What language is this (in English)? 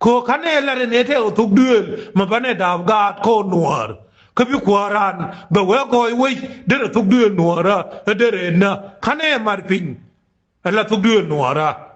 Nuer